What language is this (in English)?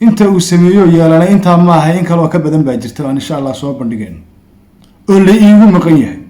Somali